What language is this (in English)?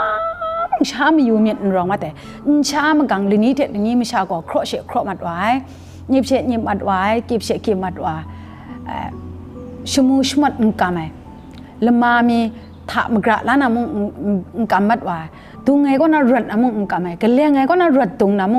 Kachin